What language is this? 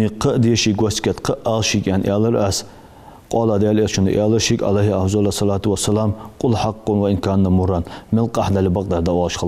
Ingush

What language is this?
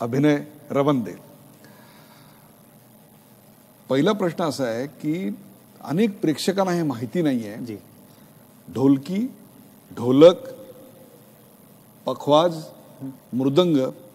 Marathi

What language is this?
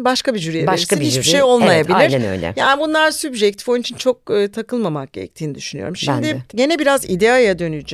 Turkish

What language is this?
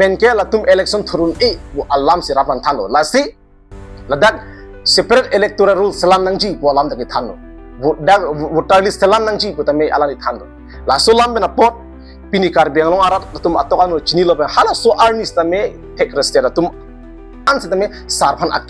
Karbi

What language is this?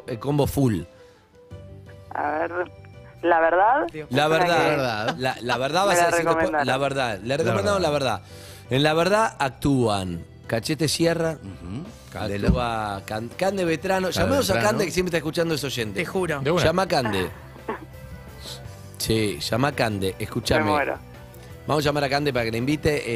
Spanish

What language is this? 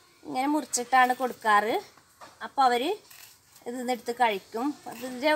Malayalam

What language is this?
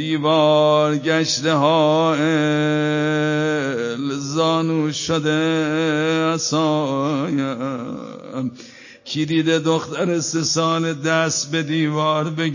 Persian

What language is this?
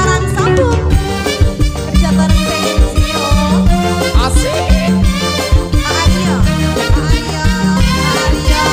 Indonesian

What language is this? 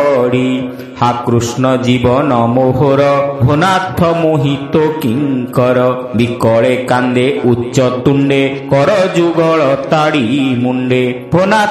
Odia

